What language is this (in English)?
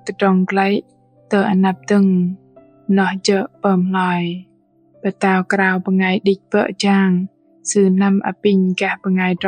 Bahnar